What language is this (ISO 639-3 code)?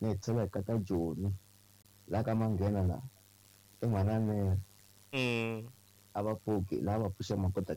tso